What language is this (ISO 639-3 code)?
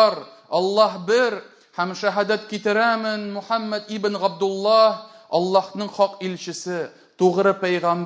tat